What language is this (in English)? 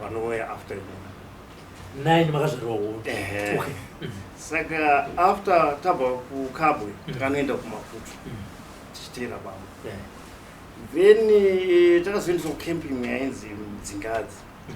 Shona